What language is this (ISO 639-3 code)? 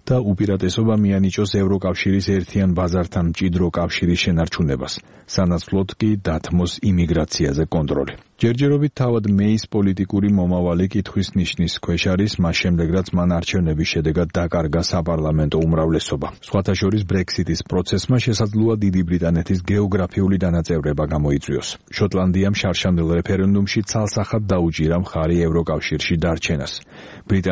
kat